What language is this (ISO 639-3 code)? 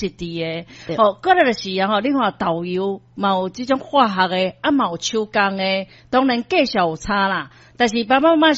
nan